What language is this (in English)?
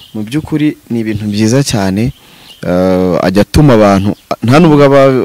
Kinyarwanda